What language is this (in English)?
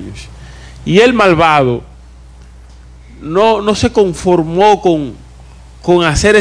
Spanish